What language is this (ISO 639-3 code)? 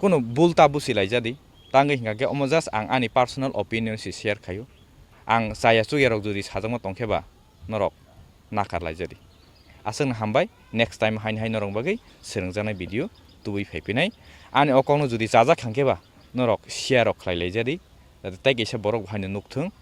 trp